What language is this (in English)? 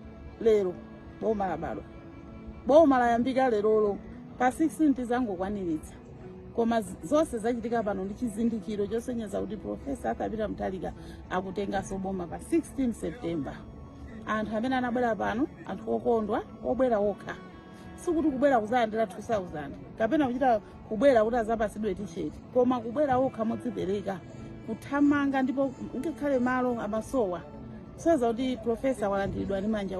Nyanja